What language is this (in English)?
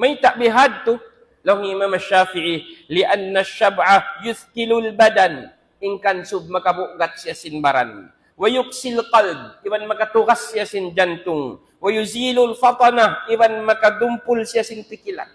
Tausug